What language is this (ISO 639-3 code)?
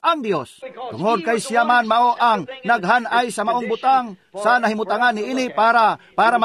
ceb